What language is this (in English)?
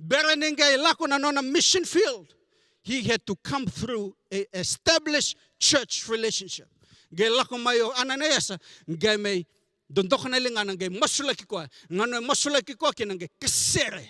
Fijian